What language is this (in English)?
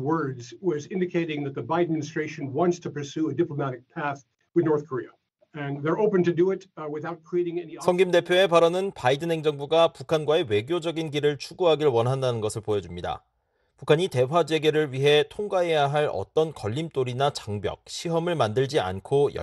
Korean